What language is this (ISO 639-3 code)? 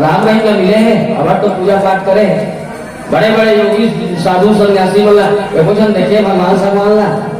hne